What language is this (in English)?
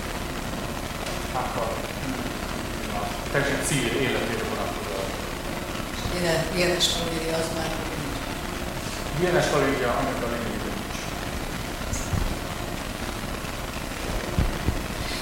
Hungarian